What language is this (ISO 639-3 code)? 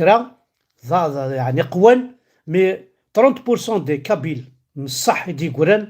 kab